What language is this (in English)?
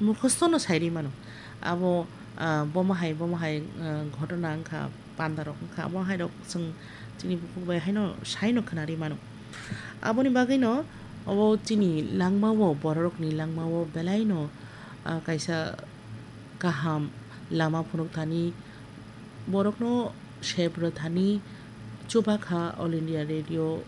Kok Borok